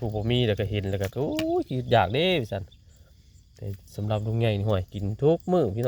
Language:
Northeastern Thai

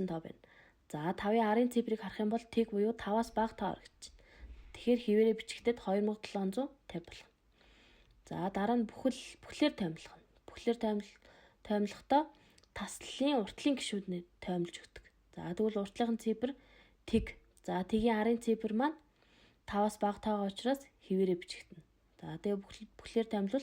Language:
Mongolian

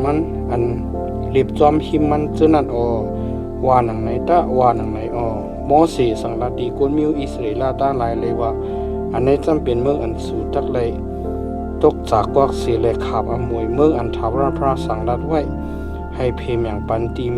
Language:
Shan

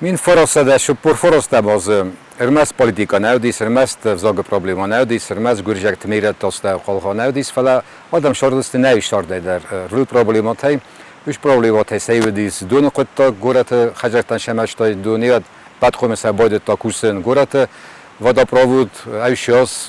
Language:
Ossetic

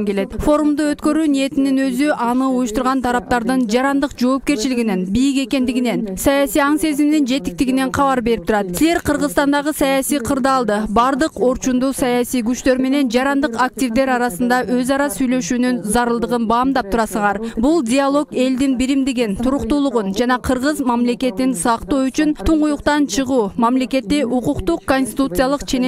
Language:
Kyrgyz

